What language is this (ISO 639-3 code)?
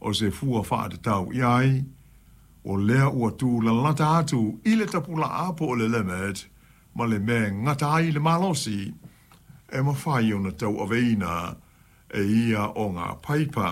smo